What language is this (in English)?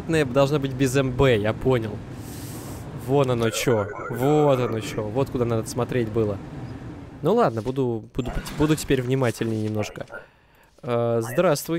Russian